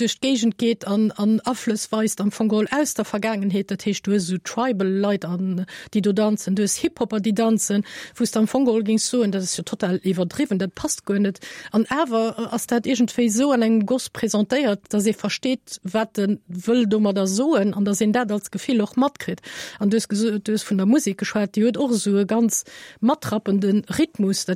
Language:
Luxembourgish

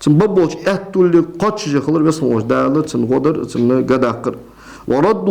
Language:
Ingush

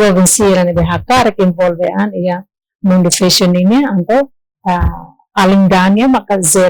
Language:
Tetum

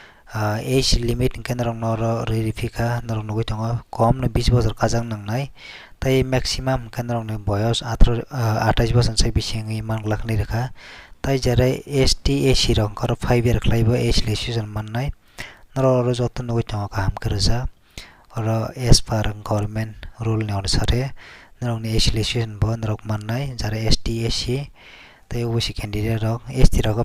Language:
Kok Borok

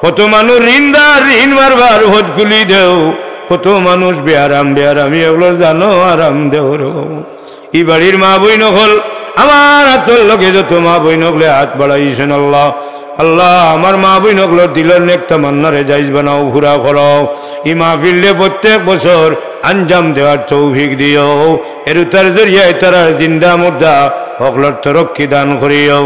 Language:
Sylheti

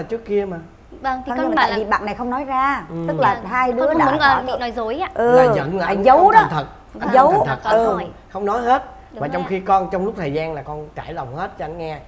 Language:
Vietnamese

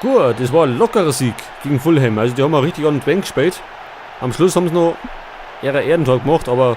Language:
Bavarian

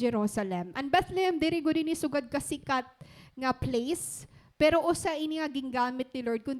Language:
Waray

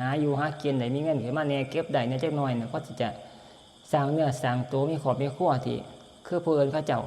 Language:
Northeastern Thai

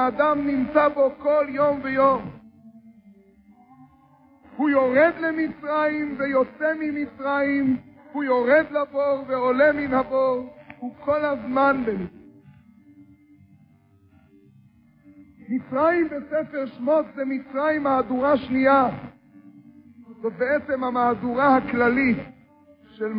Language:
Hebrew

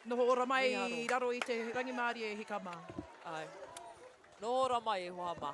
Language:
Māori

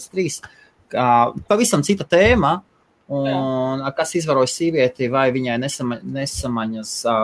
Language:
Latvian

